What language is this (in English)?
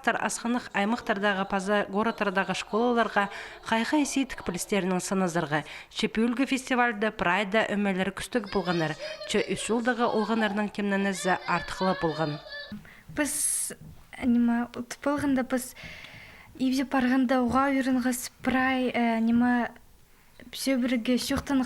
Khakas